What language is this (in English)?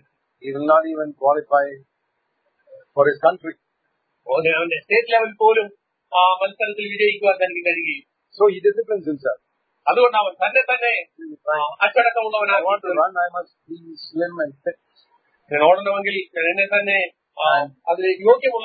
Malayalam